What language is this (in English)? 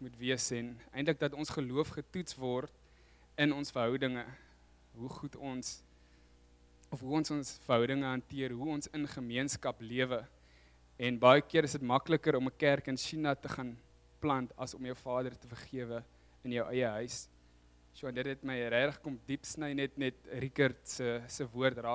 Afrikaans